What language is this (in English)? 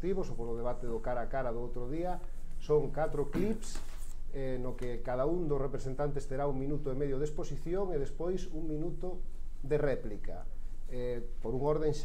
Galician